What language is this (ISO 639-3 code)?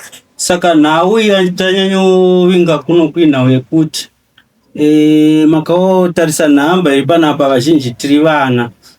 sna